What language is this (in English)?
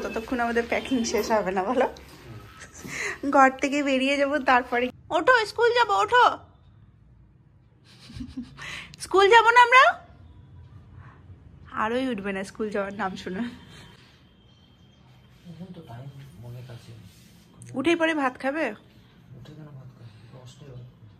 Bangla